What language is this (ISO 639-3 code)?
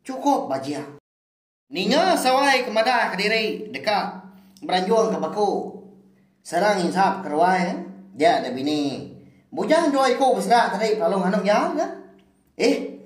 iba